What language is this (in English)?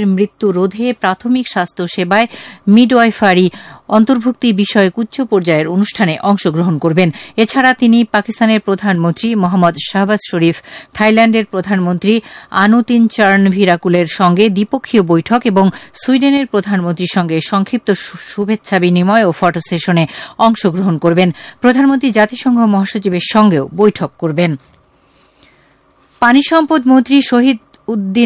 Bangla